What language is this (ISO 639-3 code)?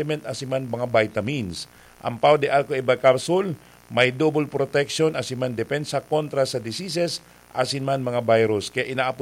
bik